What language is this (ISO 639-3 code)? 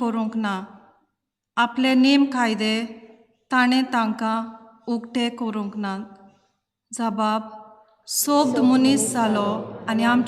kok